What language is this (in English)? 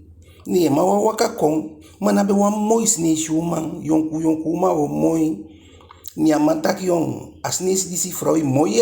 Eastern Maroon Creole